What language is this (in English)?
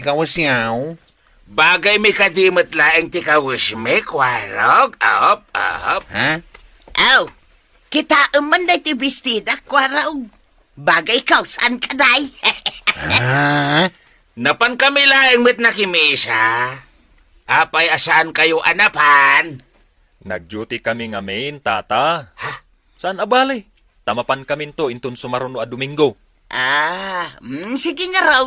Iloko